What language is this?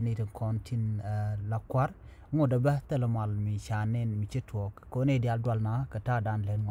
Nuer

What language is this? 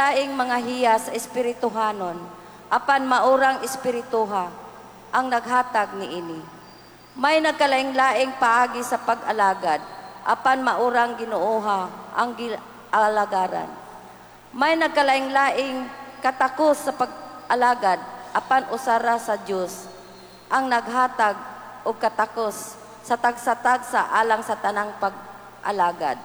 Cebuano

